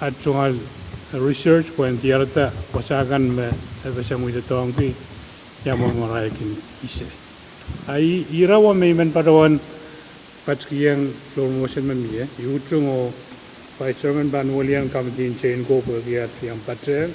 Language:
Pohnpeian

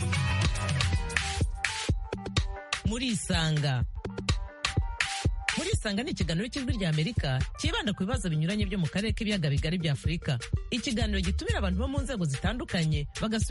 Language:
Kinyarwanda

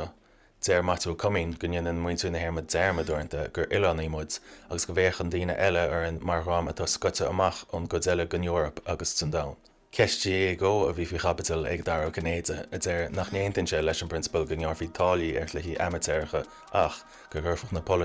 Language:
Irish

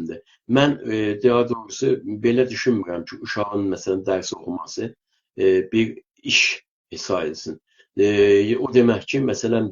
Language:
South Azerbaijani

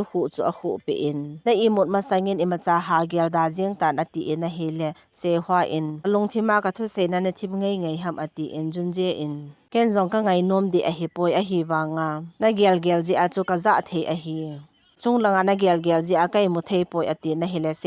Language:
Thado Chin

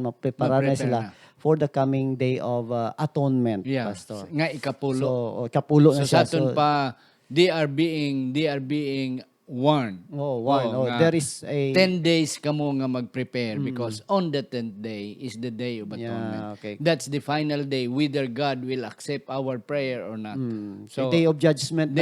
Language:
Hiligaynon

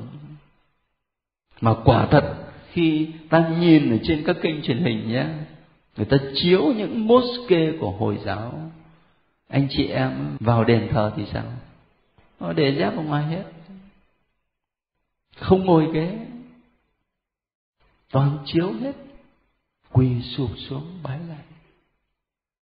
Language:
Vietnamese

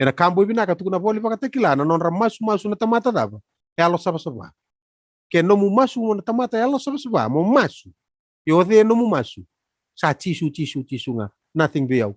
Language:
Fijian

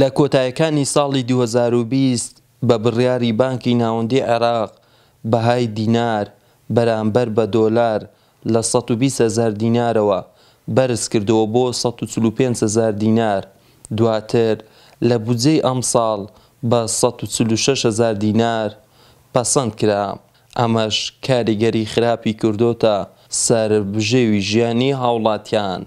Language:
Central Kurdish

